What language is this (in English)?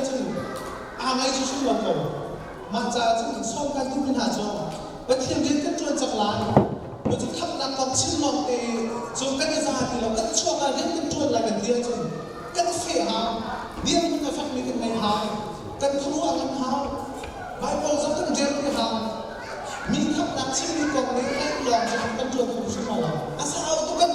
Hakha Chin